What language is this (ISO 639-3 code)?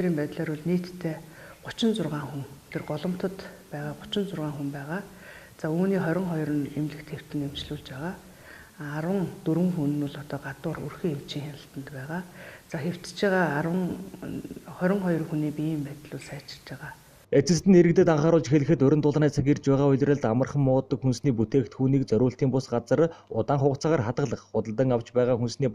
mon